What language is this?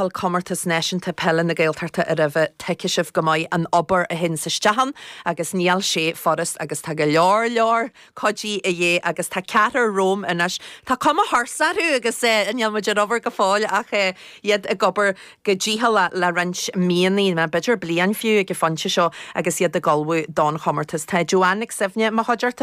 Irish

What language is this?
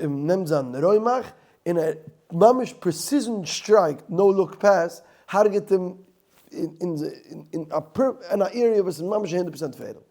Yiddish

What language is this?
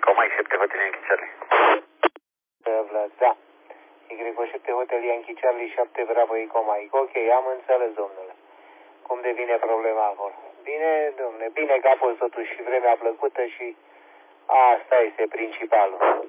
Romanian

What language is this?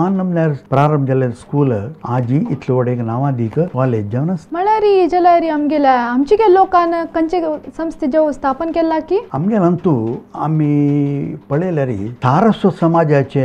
Konkani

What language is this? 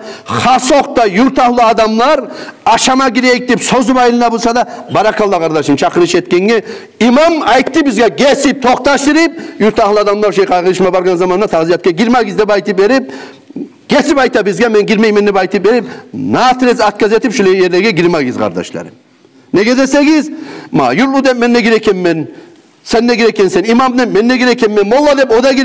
Kumyk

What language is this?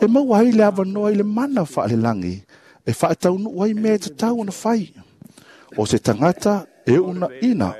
Samoan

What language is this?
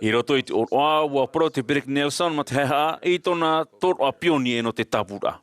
Tahitian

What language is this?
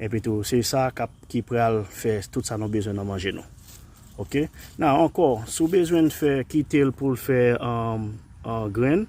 Haitian Creole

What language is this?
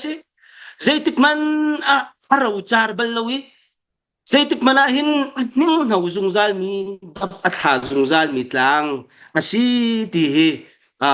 Hakha Chin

